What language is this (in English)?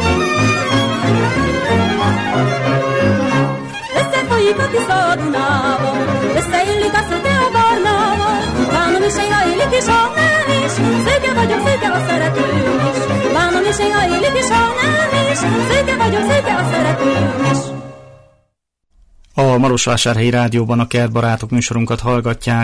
Hungarian